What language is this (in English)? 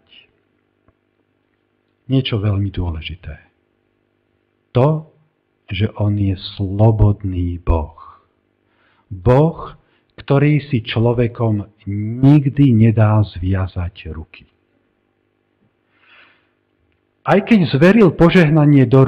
Slovak